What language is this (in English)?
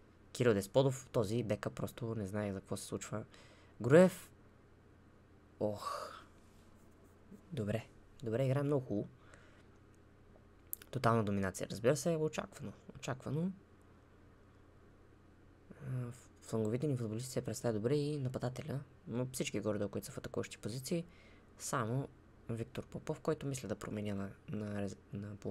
Bulgarian